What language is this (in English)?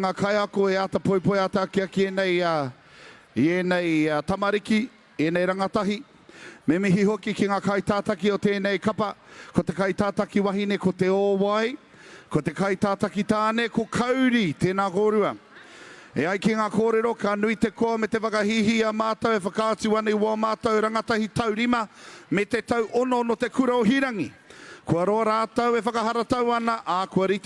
Māori